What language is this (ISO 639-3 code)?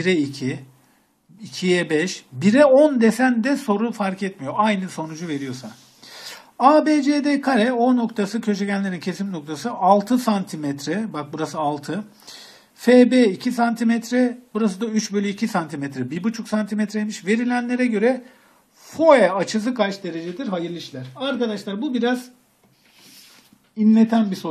tur